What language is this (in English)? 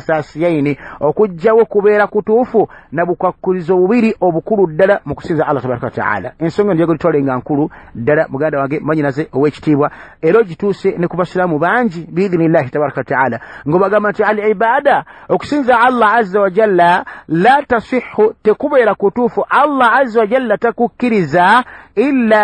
Ganda